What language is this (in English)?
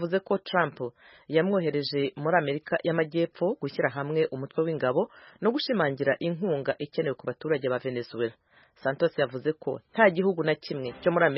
Kinyarwanda